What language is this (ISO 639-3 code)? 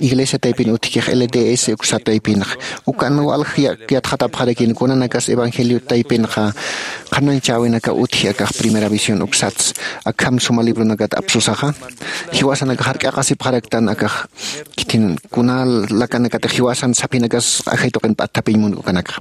aym